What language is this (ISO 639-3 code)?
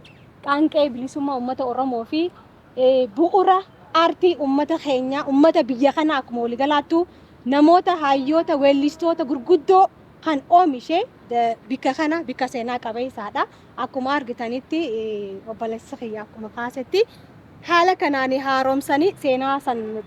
orm